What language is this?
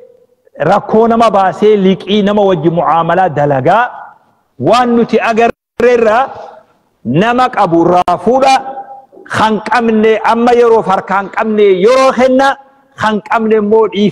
Oromo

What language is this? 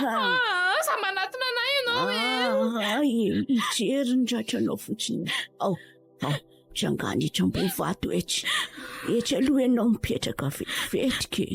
Malagasy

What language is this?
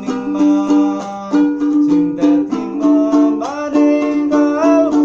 Javanese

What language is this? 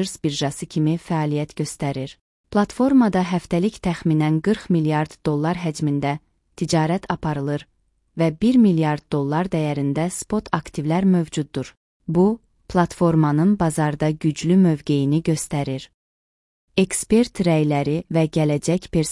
Azerbaijani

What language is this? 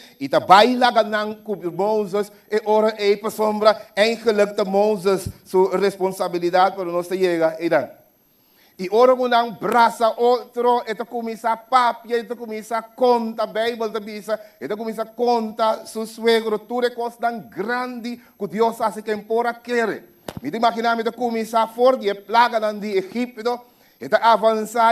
Papiamento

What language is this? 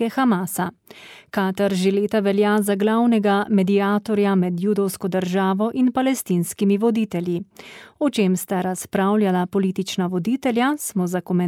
Slovenian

